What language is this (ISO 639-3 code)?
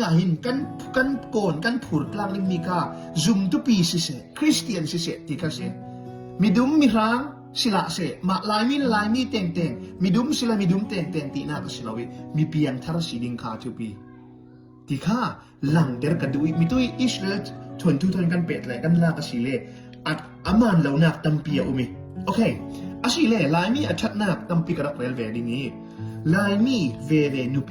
cfm